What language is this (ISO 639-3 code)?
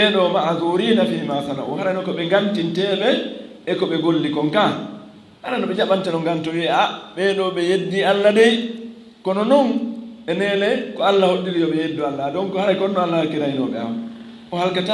ful